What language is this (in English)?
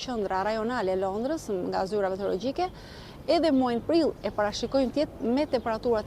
Albanian